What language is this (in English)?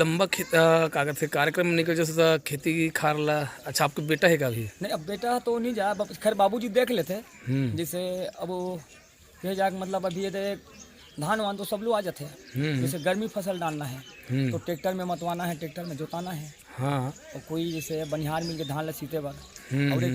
Chhattisgarhi